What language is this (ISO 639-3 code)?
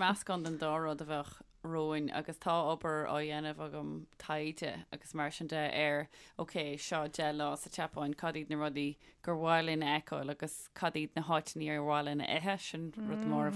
gle